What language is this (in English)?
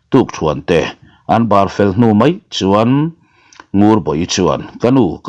Mizo